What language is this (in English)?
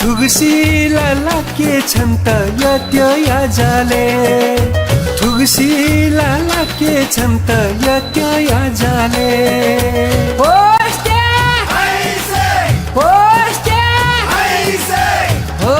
Newari